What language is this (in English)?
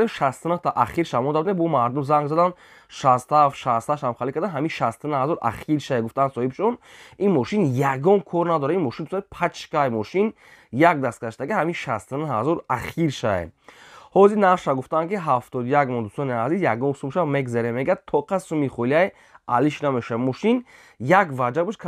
Tajik